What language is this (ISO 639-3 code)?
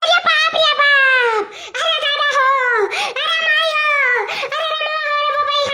awa